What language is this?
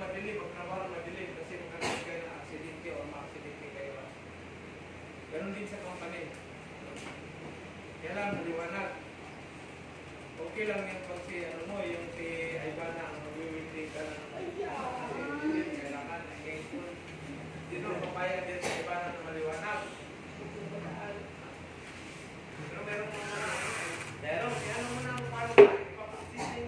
Filipino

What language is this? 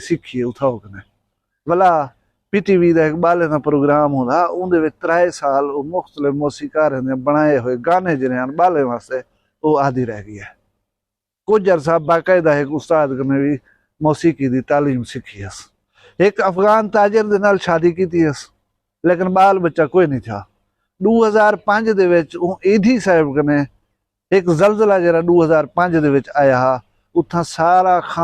Saraiki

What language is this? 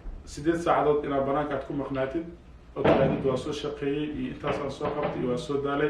Somali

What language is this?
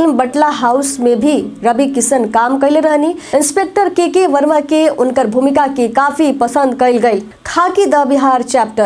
Bhojpuri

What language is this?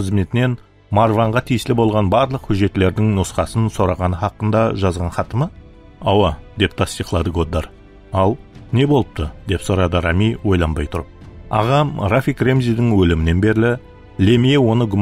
Kara-Kalpak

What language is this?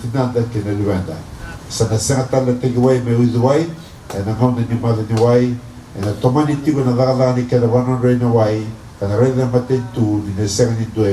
Fijian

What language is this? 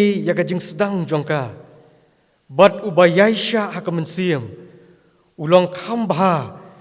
Khasi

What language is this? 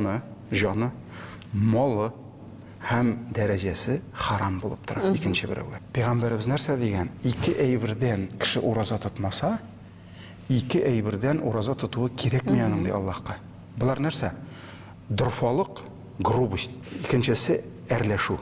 Tatar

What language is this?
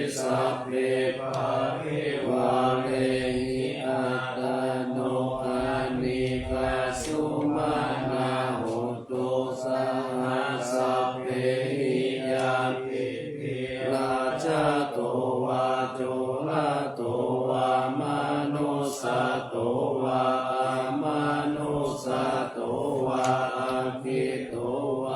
Pali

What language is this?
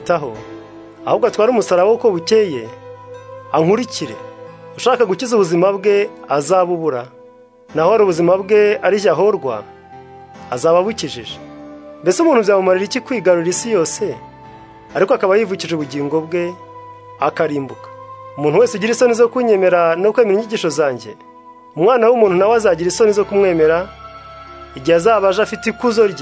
Kinyarwanda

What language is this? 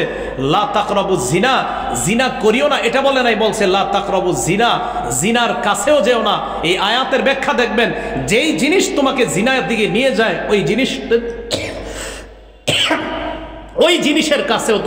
Bangla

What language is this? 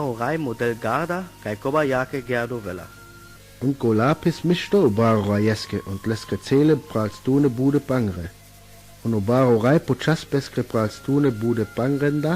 Sinte Romani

